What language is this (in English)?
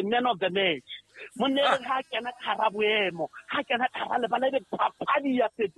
Southern Sotho